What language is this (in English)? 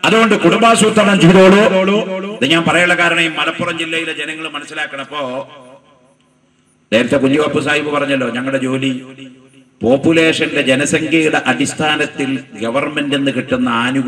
Malayalam